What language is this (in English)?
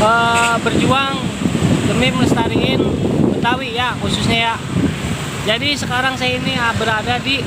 Betawi